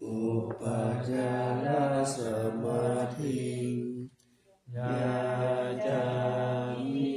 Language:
Pali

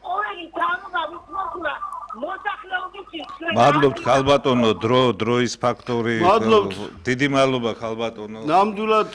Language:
Georgian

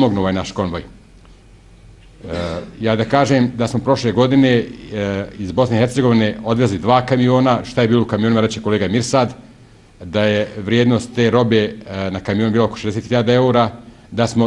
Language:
Bosnian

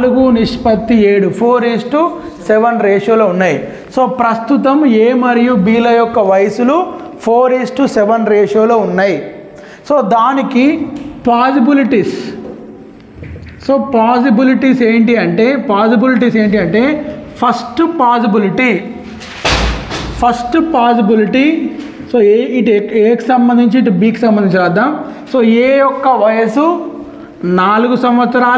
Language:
Telugu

